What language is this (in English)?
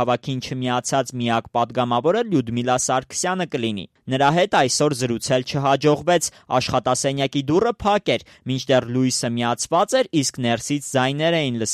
Armenian